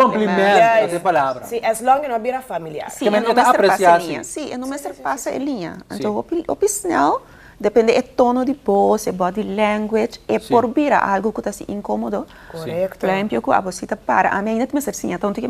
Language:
Papiamento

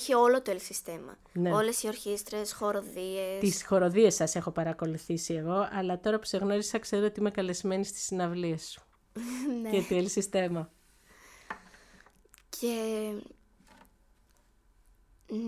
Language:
Greek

